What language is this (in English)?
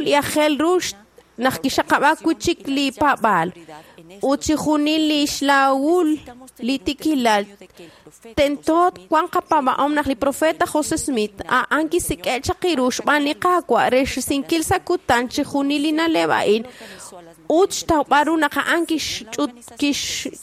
Kekchí